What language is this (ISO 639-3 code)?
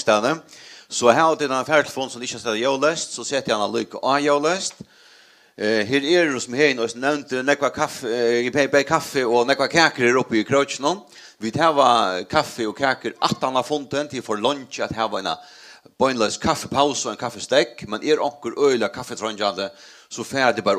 fao